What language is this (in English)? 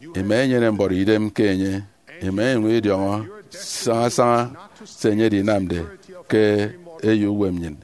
Efik